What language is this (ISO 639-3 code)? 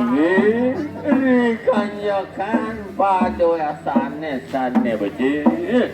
ban